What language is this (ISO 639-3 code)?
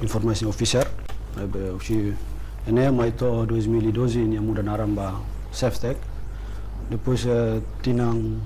tet